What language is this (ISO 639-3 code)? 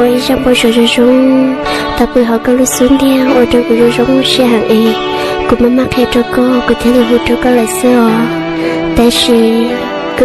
hmn